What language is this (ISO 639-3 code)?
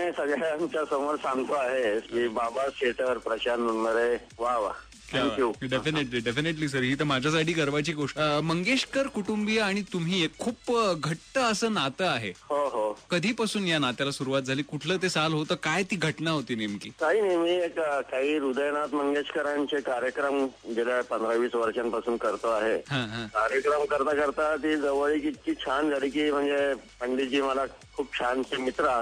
mar